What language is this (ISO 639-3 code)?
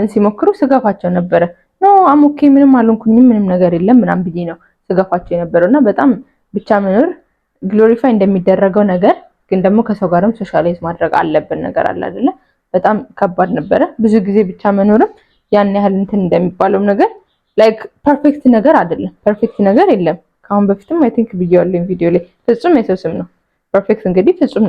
amh